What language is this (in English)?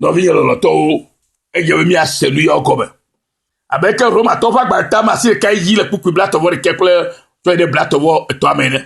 Ewe